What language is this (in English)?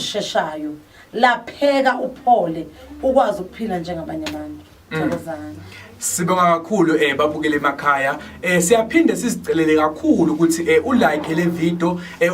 Zulu